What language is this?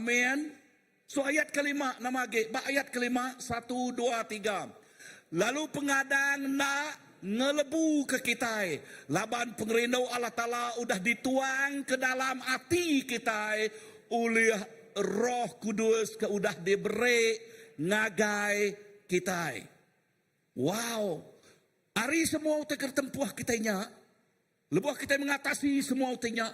Iban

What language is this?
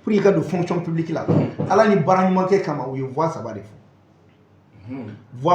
Bambara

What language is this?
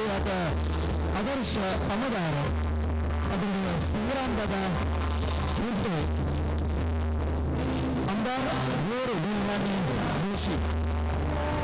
Marathi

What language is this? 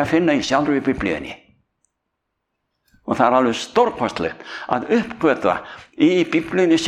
Icelandic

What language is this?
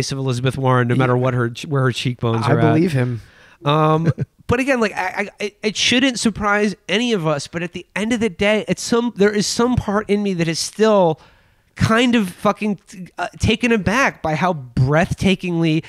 English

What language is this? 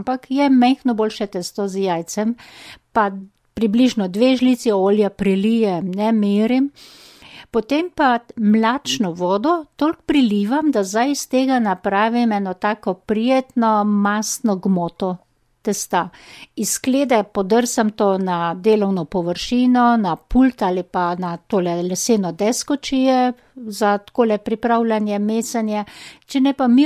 Slovenian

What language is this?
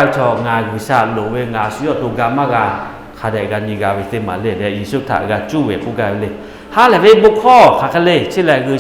Lahu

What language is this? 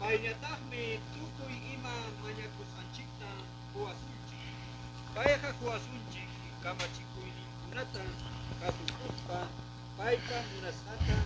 Quechua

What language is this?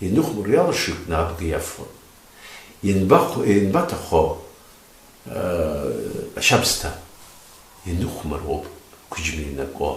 Abkhazian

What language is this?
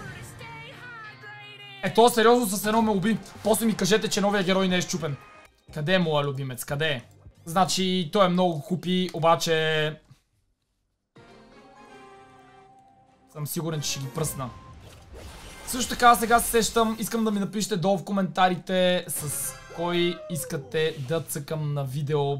Bulgarian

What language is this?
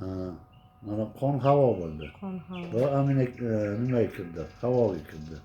Uzbek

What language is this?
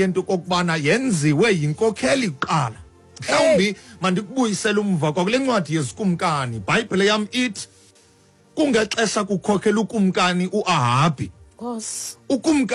Xhosa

